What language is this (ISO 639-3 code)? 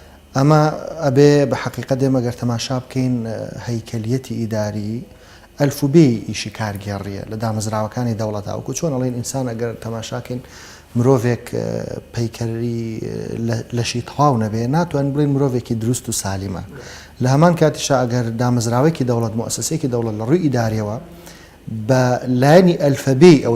ckb